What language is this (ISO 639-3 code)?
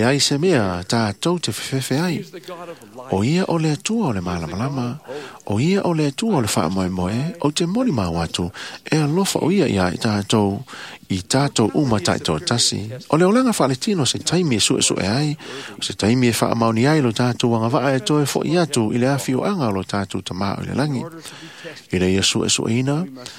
smo